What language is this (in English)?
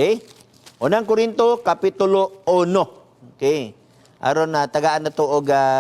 Cebuano